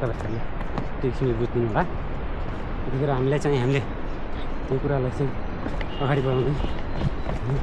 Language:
Nepali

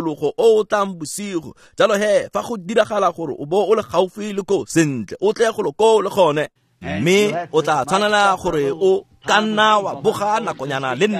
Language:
Tswana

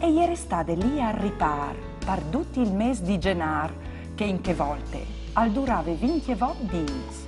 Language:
Friulian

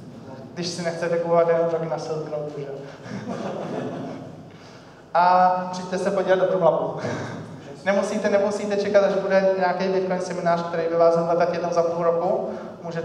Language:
Czech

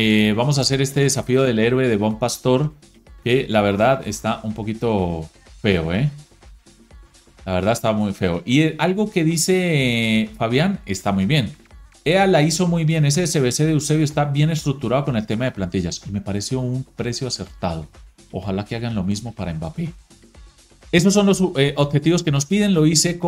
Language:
Spanish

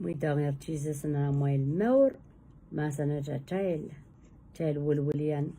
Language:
Pohnpeian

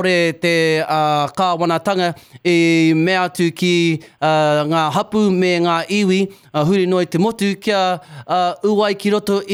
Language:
Māori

